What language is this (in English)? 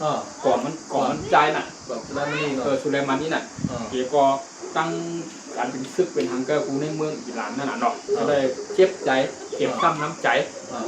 Shan